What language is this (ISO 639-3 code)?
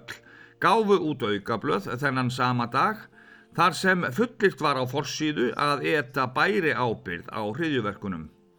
isl